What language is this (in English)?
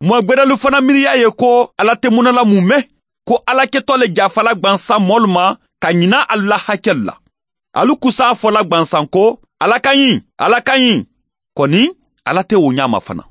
Mandingo